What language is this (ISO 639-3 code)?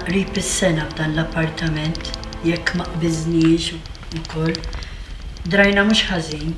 mlt